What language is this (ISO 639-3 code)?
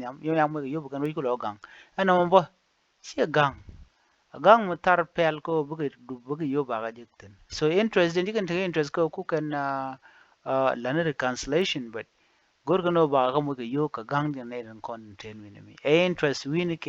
nus